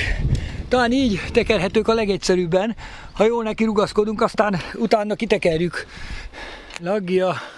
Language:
Hungarian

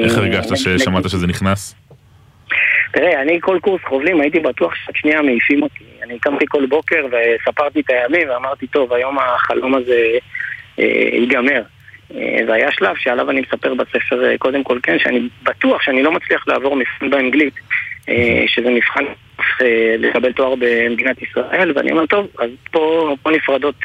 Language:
Hebrew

